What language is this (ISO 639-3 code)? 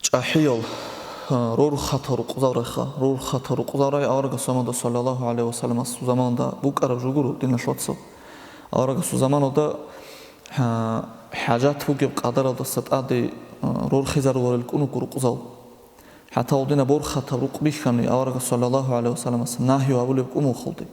ava